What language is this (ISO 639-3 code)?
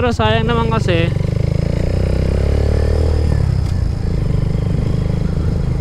fil